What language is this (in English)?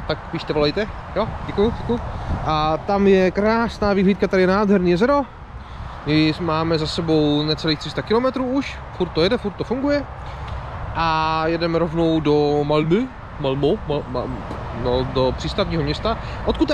Czech